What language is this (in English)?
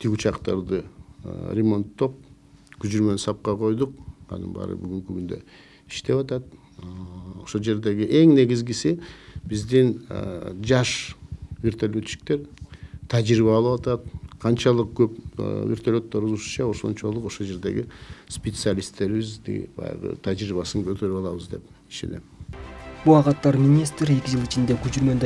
Kyrgyz